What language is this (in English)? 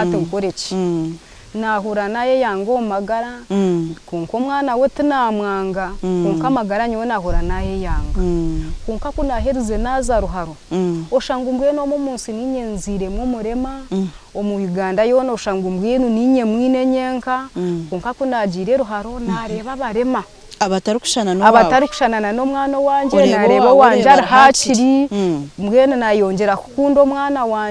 Nyankole